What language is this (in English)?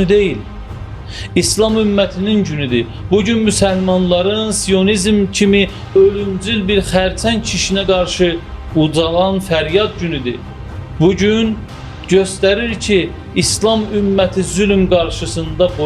Azerbaijani